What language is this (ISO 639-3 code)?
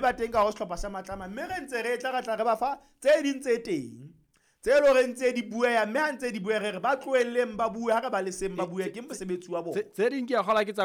sot